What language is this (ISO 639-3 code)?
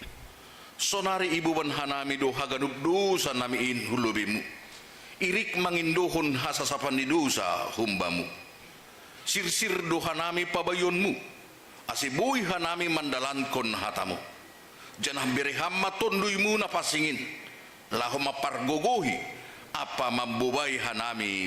bts